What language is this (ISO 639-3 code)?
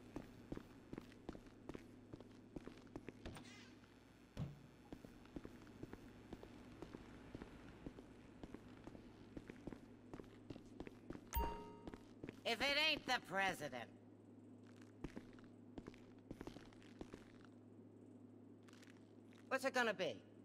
eng